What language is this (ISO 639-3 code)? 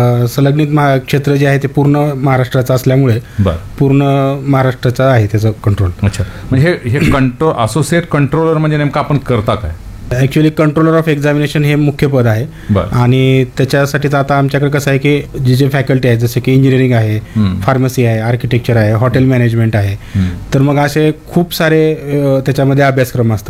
mar